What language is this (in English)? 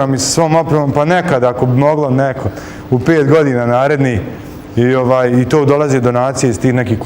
Bosnian